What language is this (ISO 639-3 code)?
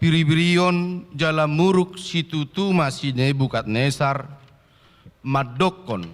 bbc